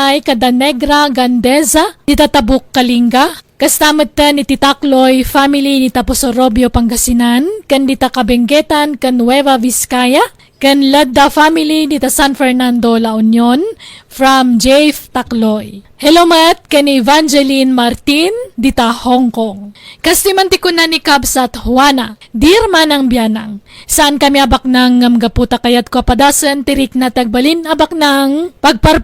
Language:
Iloko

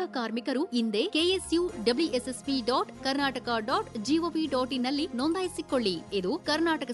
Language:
Kannada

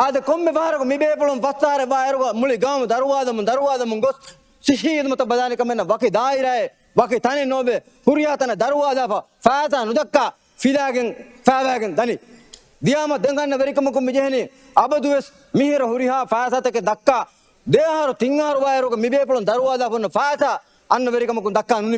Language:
Divehi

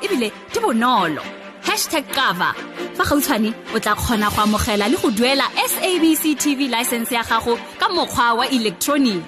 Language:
Tswana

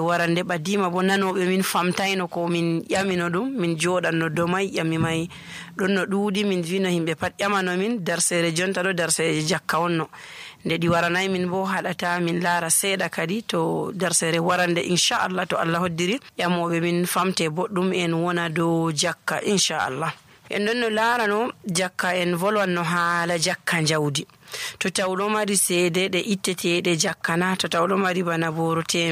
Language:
Nigerian Fulfulde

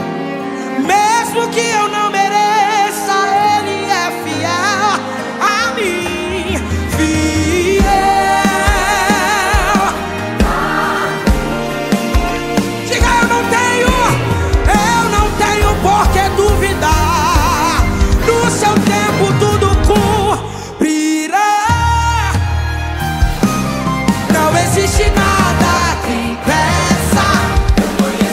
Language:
Portuguese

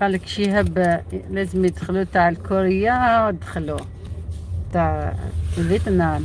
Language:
Algerian Arabic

